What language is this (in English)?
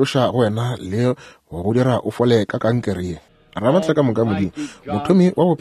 Northern Sotho